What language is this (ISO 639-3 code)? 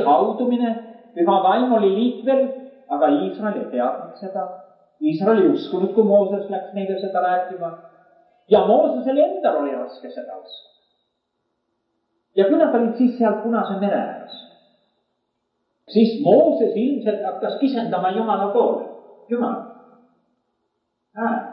est